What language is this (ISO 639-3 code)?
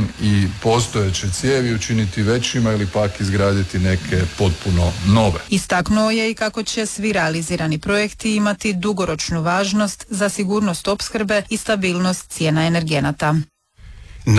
hrv